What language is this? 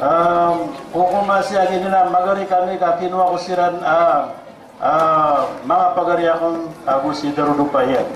Maranao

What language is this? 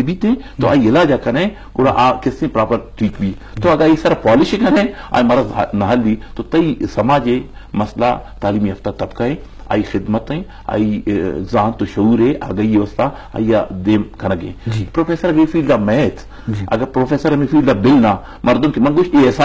Eastern Balochi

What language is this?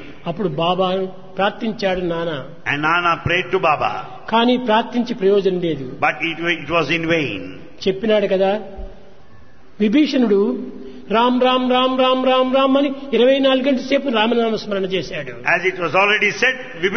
Telugu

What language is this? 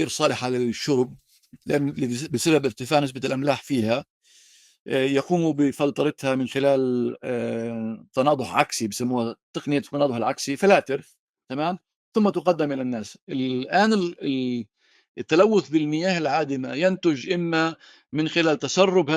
North Levantine Arabic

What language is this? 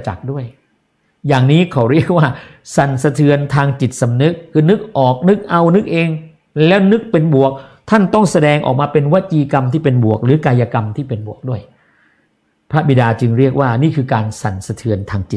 Thai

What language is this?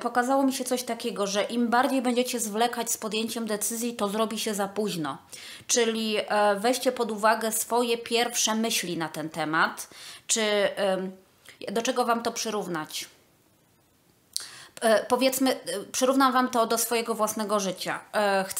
Polish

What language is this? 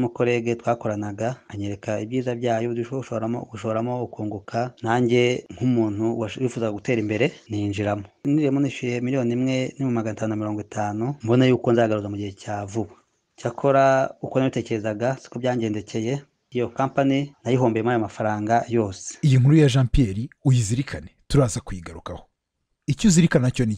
Kinyarwanda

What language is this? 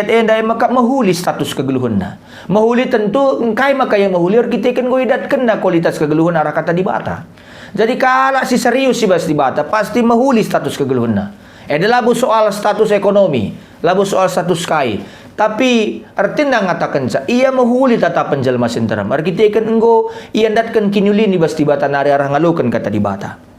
Batak Karo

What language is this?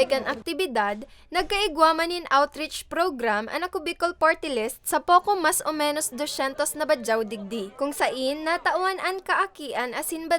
Bikol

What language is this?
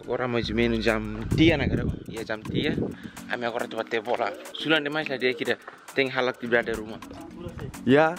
Tetum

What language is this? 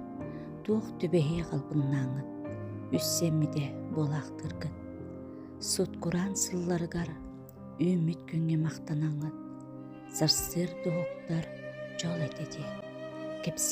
Yakut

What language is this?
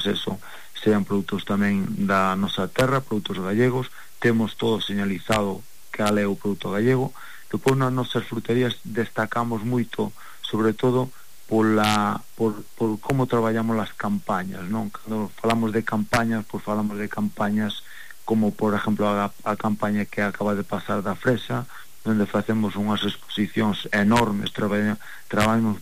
Galician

